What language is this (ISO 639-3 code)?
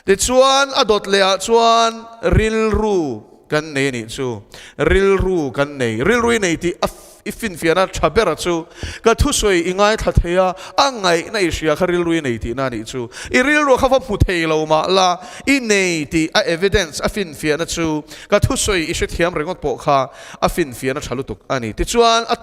lus